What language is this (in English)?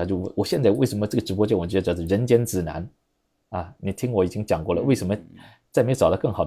Chinese